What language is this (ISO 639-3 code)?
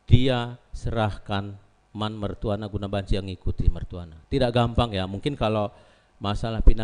btx